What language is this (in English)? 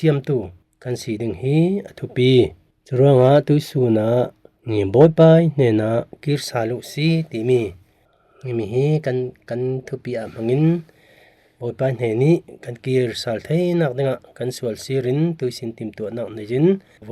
Falam Chin